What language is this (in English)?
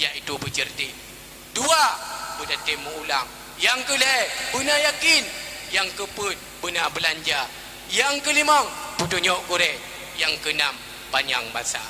Achinese